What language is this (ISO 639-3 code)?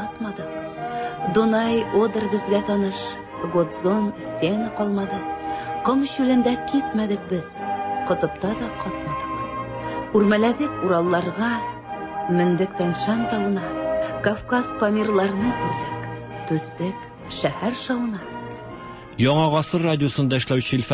tat